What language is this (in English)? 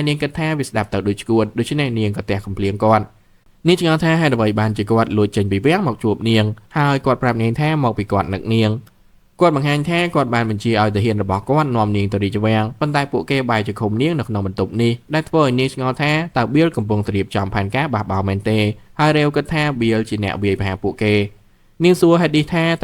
Khmer